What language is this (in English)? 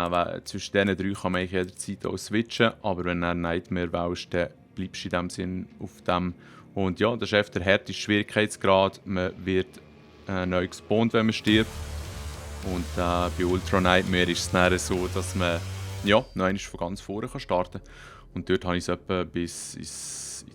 Swiss German